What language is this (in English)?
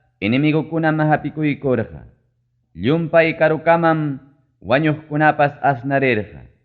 Ayacucho Quechua